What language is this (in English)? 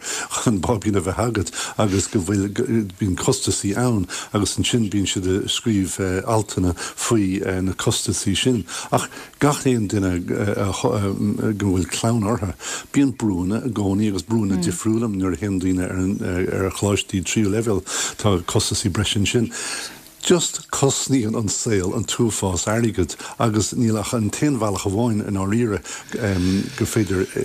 Irish